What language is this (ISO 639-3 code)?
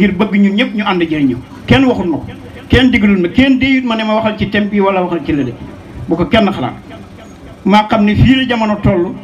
wol